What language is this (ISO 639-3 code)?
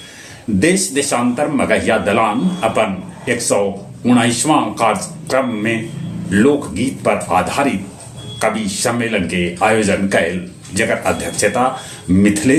mag